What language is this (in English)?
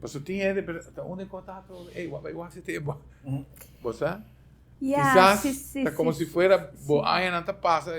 Papiamento